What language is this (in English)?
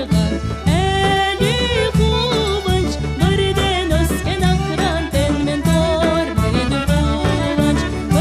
Crimean Tatar